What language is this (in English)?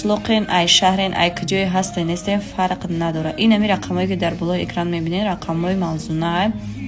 Tajik